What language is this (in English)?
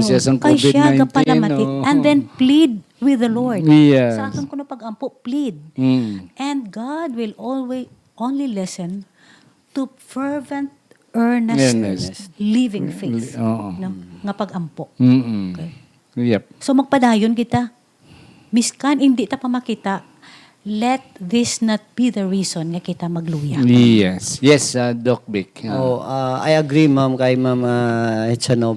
Hiligaynon